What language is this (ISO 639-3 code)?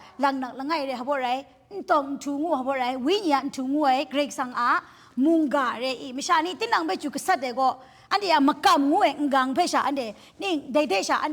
kac